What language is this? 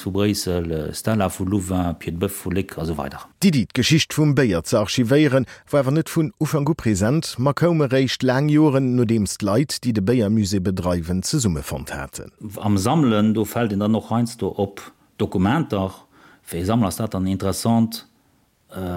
Luxembourgish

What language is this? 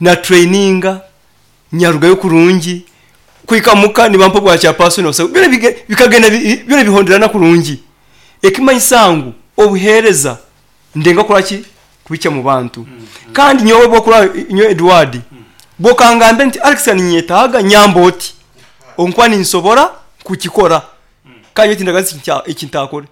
Nyankole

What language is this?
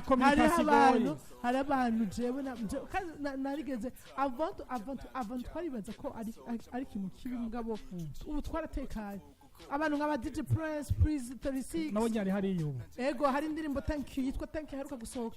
Rundi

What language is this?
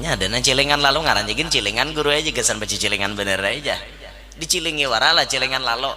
Banjar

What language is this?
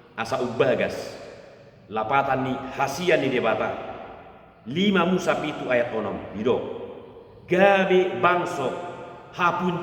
Batak Toba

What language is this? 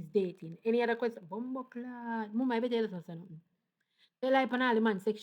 Jamaican Creole English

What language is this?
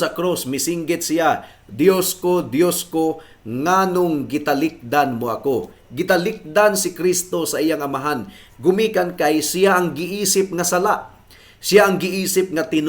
Cebuano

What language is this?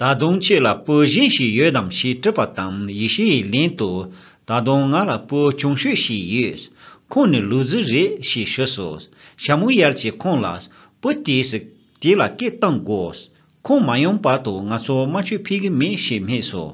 Tibetan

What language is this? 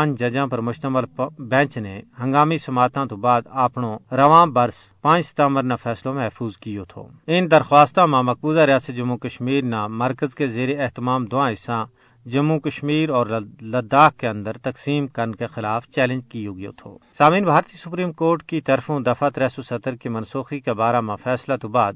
Gujari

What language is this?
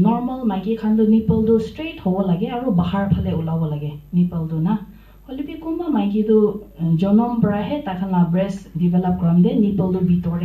Naga Pidgin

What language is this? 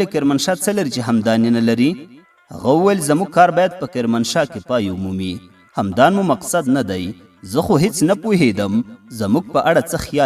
Pashto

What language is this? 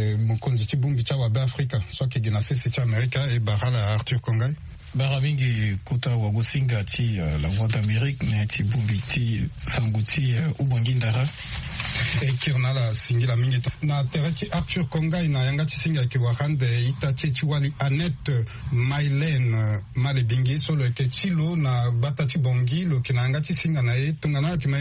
Sango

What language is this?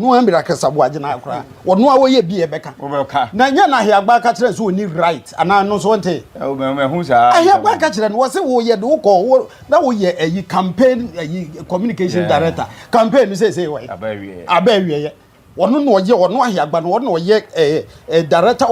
Akan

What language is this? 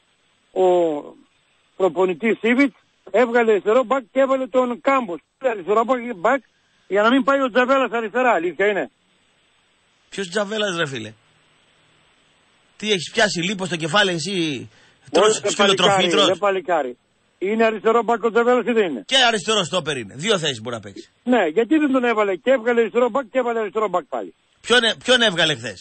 Greek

